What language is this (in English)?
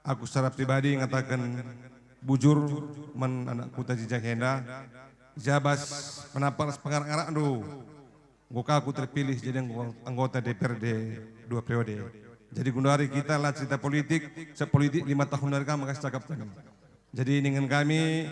Batak Karo